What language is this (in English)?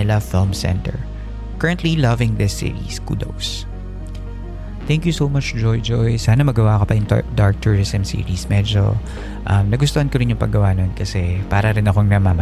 Filipino